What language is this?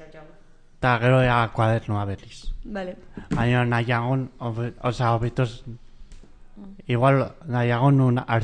Basque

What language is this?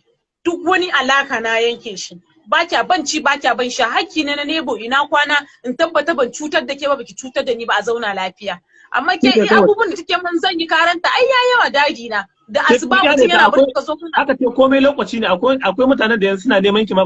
Hausa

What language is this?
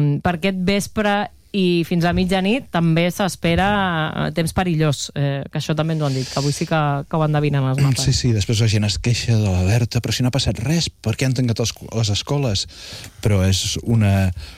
Catalan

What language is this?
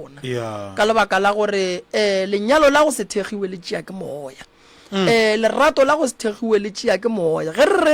Northern Sotho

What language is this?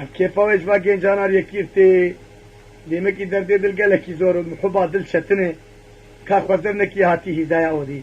Kurdish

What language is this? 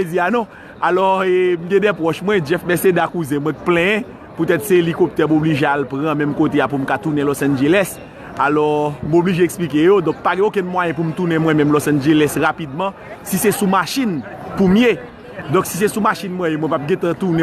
Haitian Creole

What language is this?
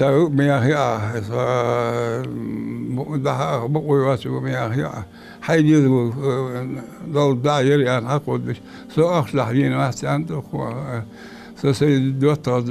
Ingush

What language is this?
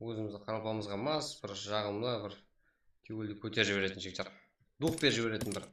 Kara-Kalpak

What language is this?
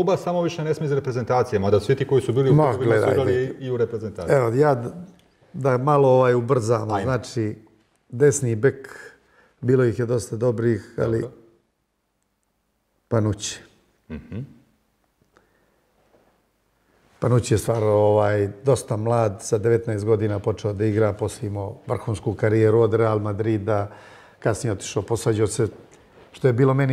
Bosnian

